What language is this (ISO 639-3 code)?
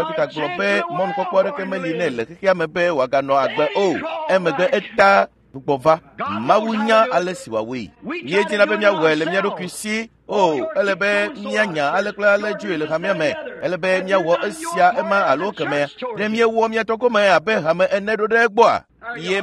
ewe